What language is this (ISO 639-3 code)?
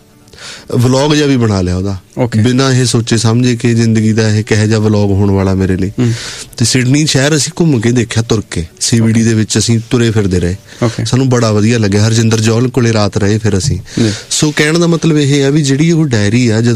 pan